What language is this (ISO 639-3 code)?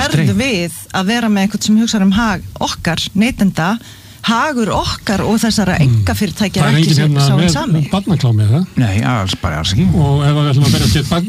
isl